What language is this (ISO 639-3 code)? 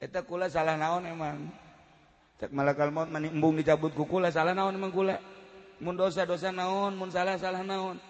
sun